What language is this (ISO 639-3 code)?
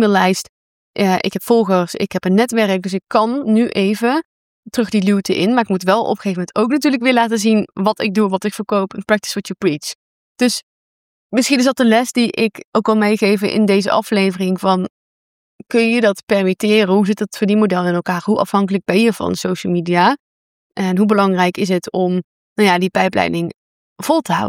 nld